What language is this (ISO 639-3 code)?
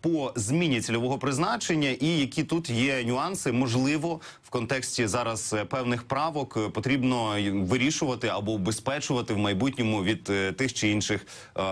ukr